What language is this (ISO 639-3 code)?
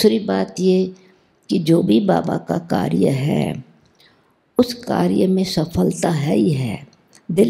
hin